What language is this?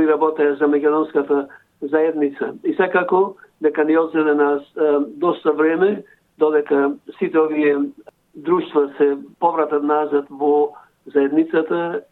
Macedonian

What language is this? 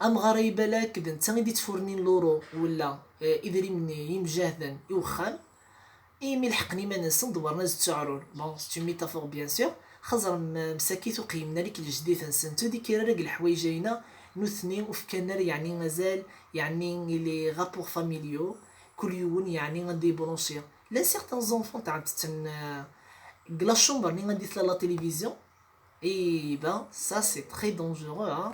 Kabyle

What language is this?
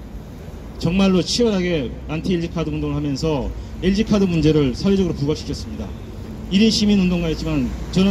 Korean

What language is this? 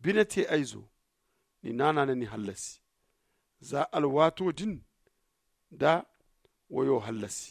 Zarma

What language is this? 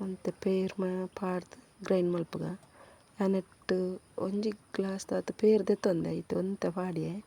Tulu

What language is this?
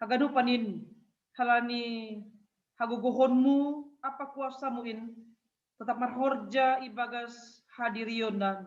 Batak Simalungun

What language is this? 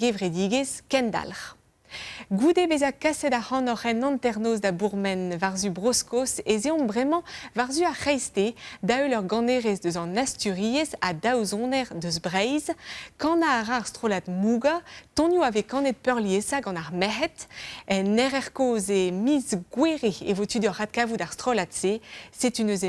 Breton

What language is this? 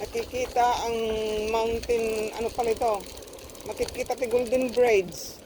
Iloko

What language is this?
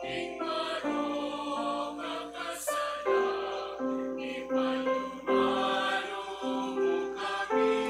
Pampanga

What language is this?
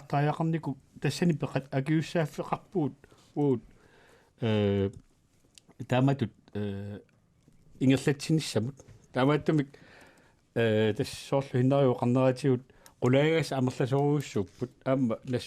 Kalaallisut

